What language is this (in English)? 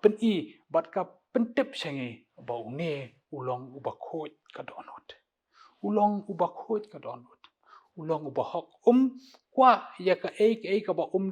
Khasi